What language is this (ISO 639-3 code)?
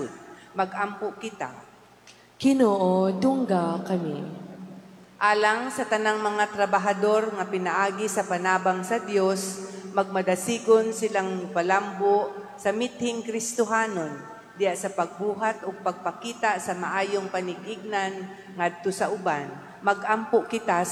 ceb